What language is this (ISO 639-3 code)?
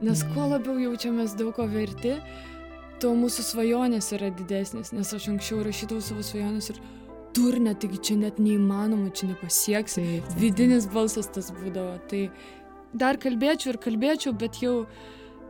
lit